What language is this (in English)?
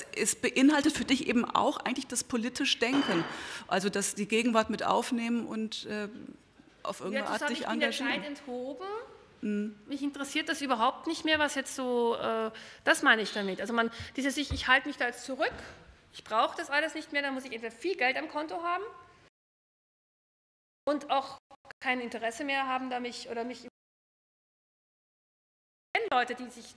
German